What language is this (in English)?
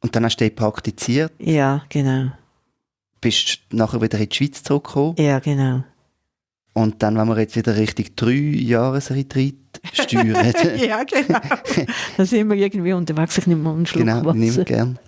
Swiss German